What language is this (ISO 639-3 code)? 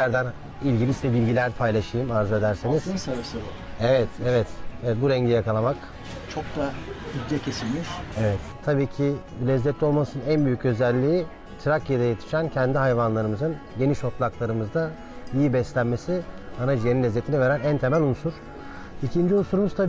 tur